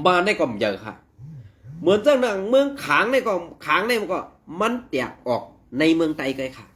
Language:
Shan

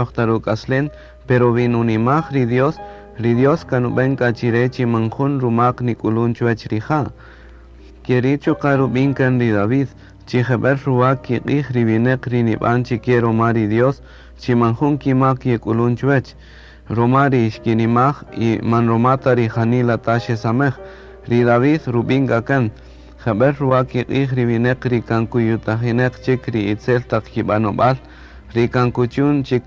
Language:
Kaqchikel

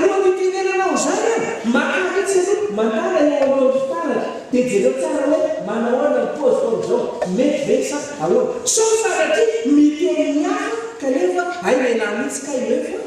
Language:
Malagasy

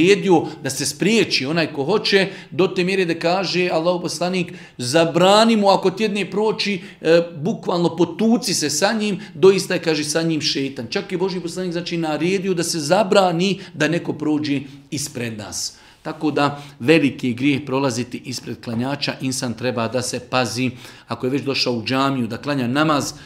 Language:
Bosnian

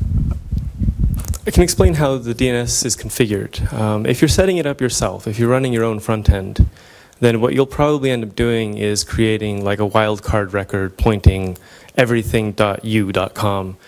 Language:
English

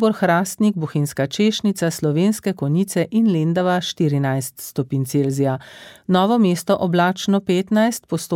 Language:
Slovenian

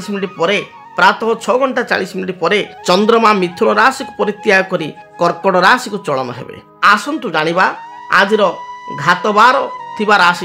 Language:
Odia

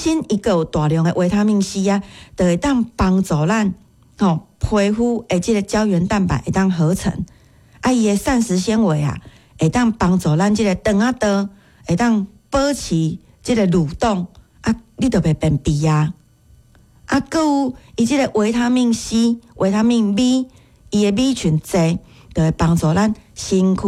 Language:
Min Nan Chinese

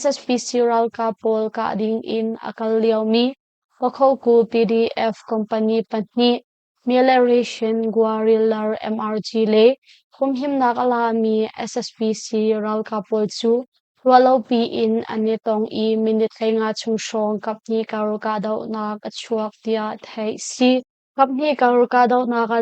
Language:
Hakha Chin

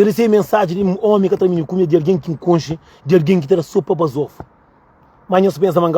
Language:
Kabuverdianu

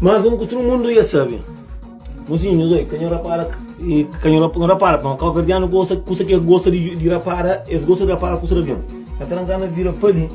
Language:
Kabuverdianu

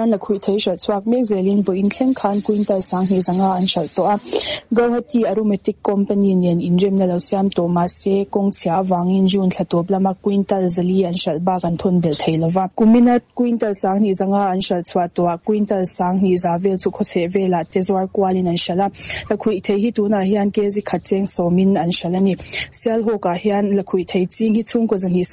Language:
Mizo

